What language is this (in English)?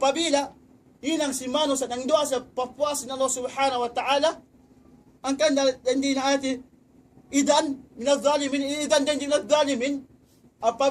Tausug